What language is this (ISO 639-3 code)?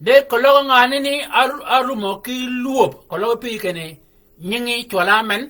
shk